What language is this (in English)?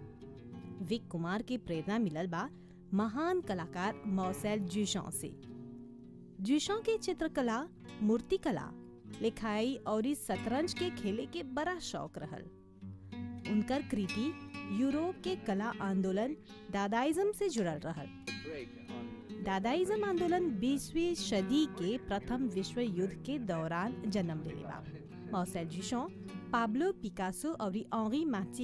Bhojpuri